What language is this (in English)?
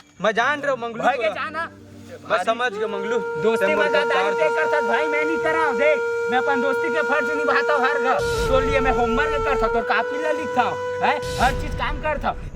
Chhattisgarhi